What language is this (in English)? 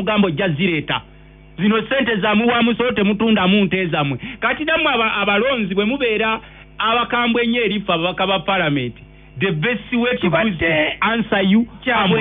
Ganda